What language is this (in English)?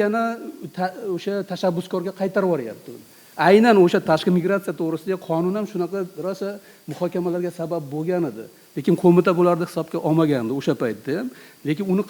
Uzbek